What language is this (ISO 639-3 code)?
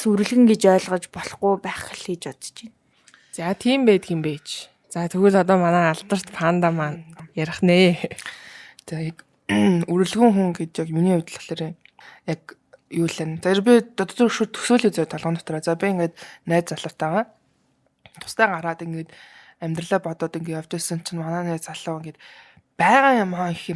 mon